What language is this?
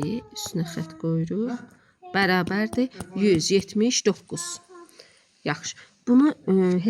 Azerbaijani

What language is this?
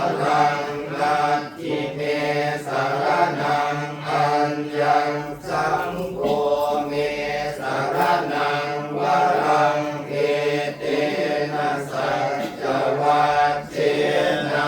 Pali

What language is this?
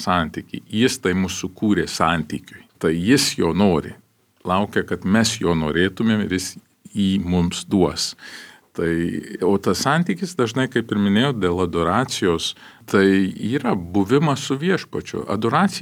Lithuanian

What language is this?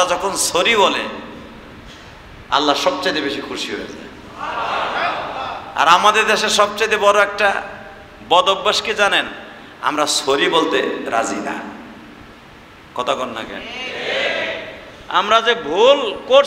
Bangla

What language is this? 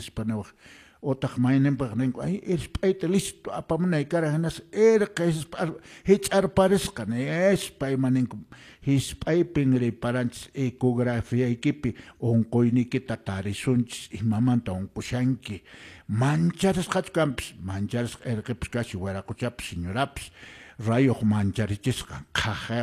Quechua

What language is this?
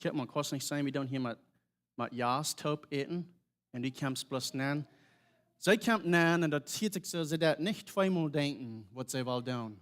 Plautdietsch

